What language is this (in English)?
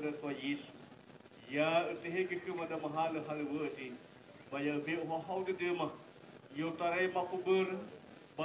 Nias